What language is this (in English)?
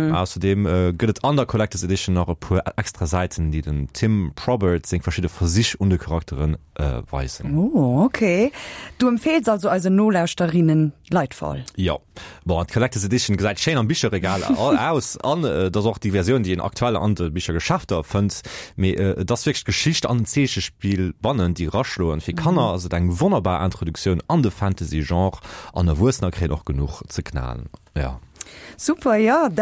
Luxembourgish